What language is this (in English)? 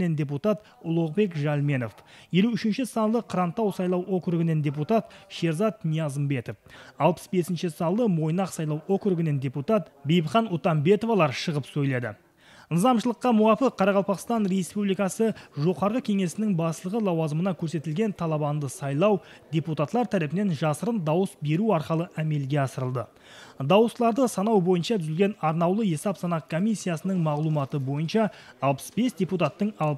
Kara-Kalpak